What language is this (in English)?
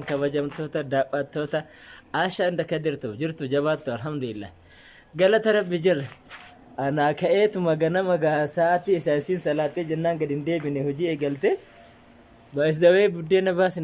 Oromo